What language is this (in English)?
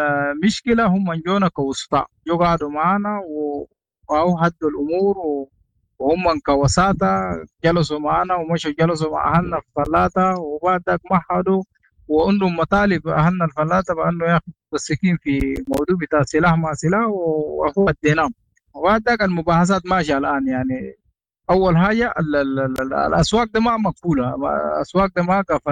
Sudanese Arabic